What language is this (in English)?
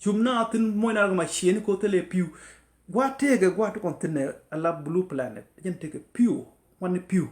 Nuer